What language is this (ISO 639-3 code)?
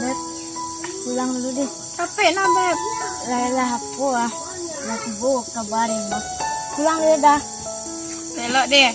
min